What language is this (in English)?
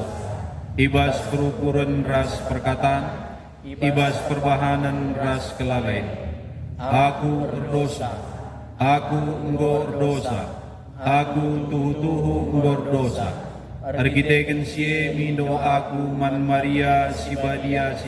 Batak Karo